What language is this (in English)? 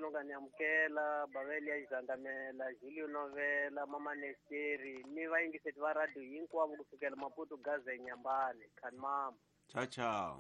Tsonga